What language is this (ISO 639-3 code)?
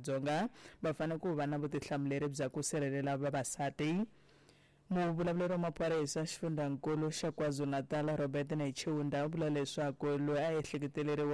tso